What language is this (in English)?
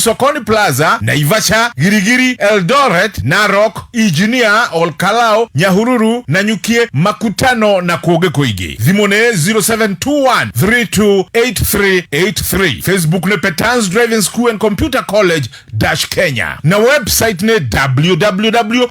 Kikuyu